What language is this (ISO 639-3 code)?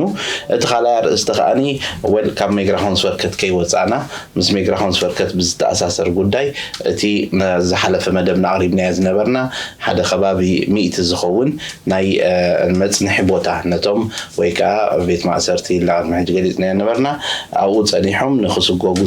tir